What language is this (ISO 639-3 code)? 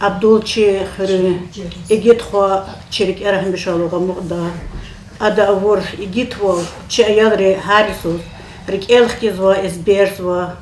lez